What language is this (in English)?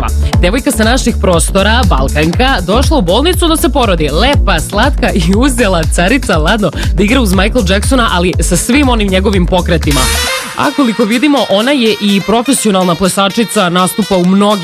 Serbian